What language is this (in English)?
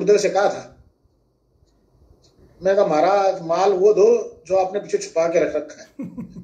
Hindi